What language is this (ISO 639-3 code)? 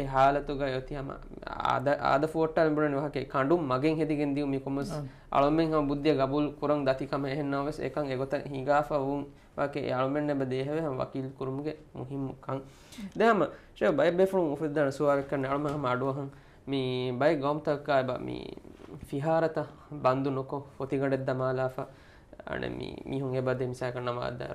div